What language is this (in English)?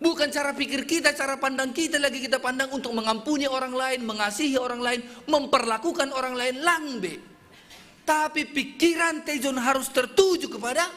Batak Simalungun